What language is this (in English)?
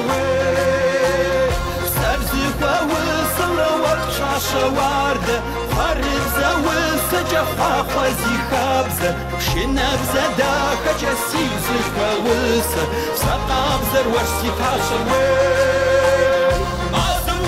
Kabardian